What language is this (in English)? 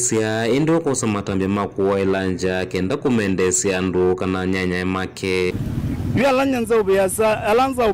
Kamba